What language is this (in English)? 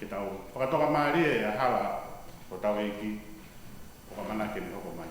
Tongan